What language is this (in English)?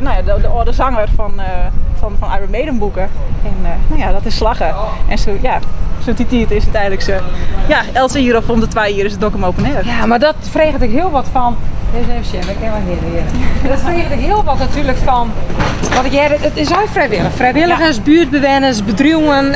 Western Frisian